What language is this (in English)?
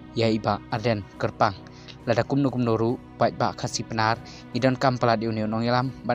Khasi